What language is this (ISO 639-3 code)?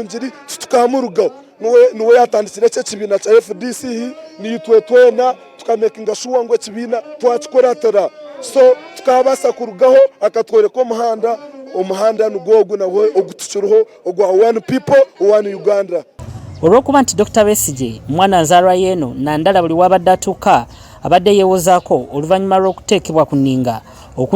lug